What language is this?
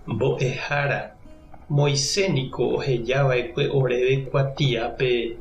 Guarani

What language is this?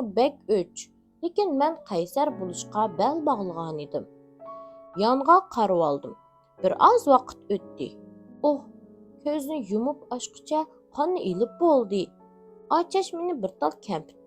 Uyghur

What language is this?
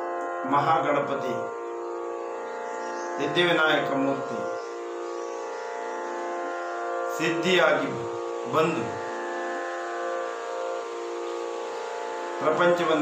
Kannada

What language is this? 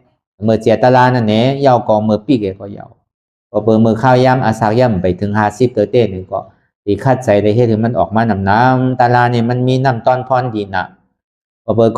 Shan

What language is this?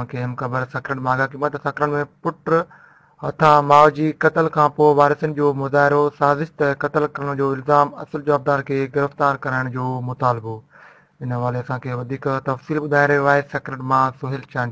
Sindhi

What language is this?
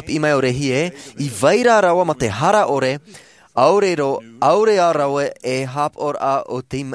Tahitian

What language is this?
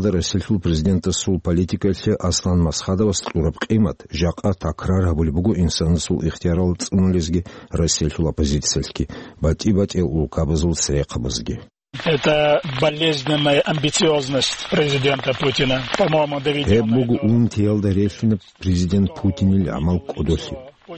Avaric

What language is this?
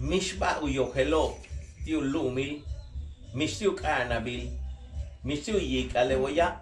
Yucateco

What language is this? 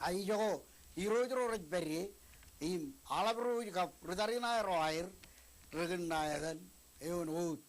Marshallese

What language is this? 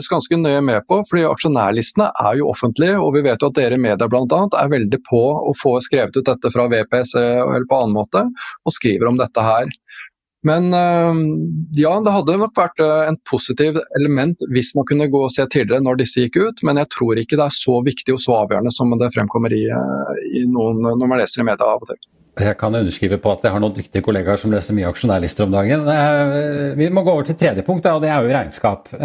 Norwegian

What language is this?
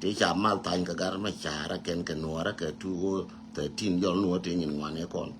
Nuer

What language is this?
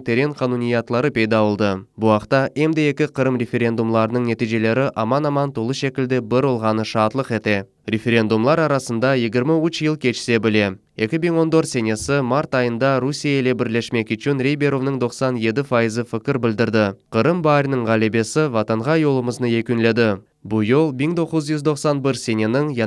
Crimean Tatar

